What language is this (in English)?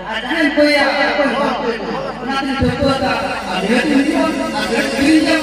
Santali